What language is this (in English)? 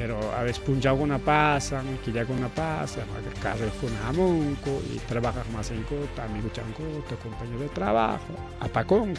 Ayacucho Quechua